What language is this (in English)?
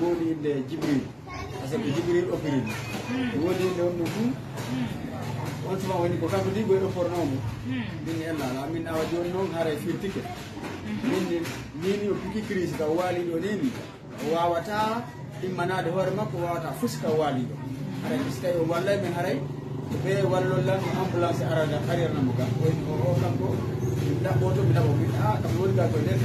Fula